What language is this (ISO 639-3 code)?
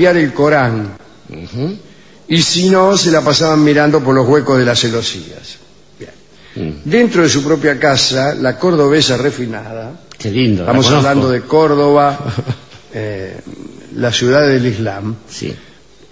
spa